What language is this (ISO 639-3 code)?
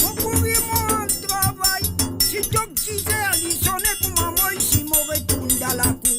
mfe